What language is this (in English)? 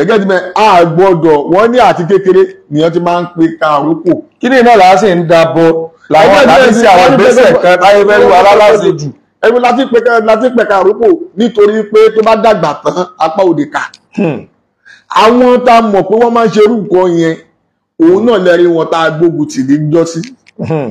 Yoruba